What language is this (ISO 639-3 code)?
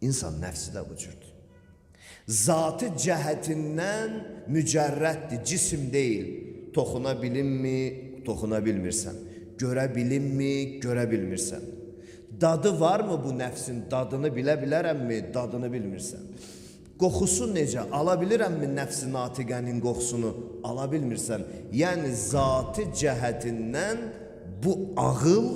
aze